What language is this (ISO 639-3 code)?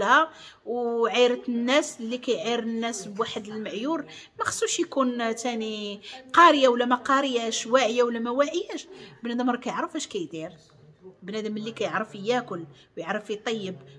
ary